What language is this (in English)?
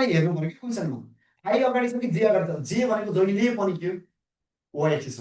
Nepali